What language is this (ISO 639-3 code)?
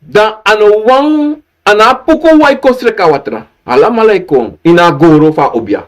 srn